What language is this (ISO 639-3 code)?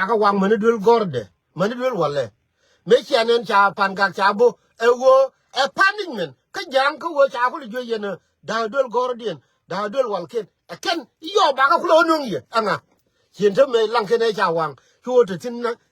nus